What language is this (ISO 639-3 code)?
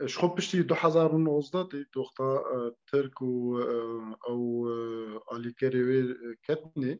kur